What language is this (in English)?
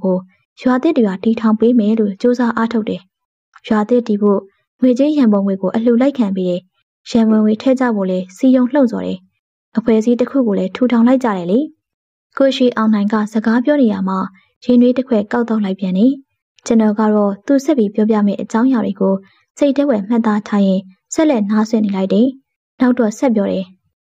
Burmese